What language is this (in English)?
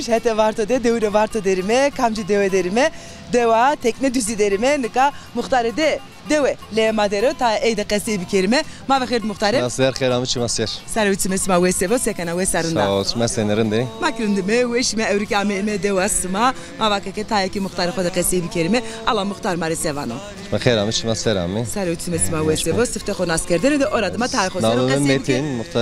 Zaza